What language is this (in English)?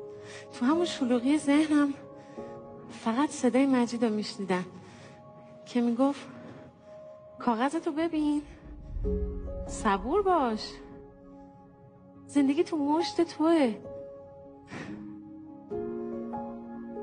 Persian